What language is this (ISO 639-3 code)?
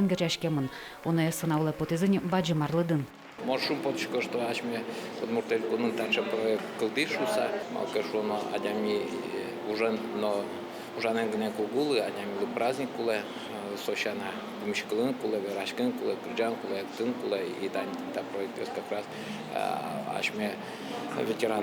udm